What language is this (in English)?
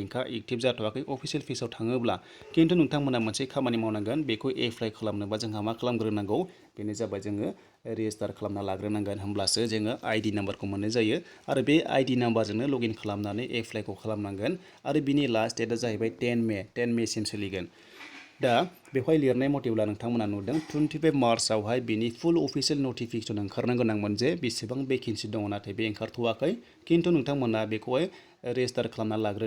Bodo